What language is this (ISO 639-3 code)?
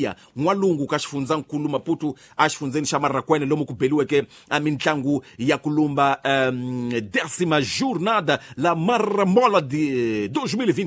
tso